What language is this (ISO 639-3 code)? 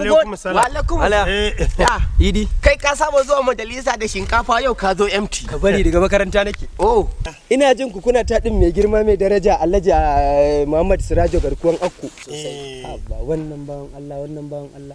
hau